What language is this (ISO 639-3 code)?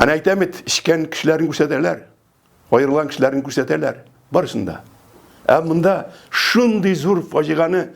tat